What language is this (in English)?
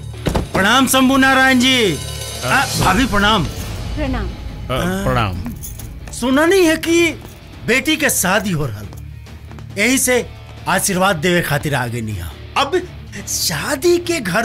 Bhojpuri